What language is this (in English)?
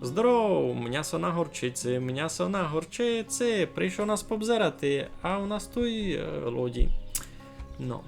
Rusyn